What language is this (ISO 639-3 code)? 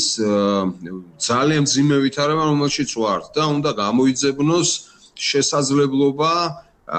kat